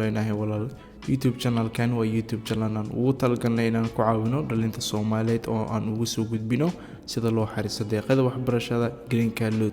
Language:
Somali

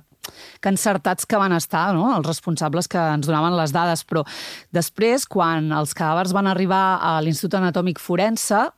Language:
Catalan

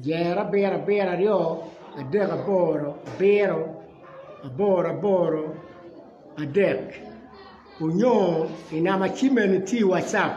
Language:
Acoli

